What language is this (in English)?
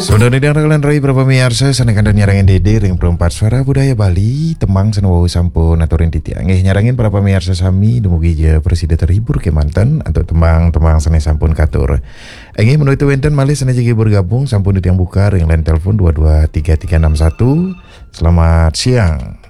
Balinese